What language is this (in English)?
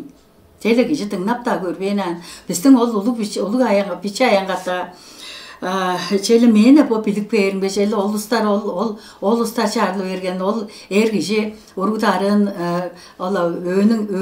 Tuvinian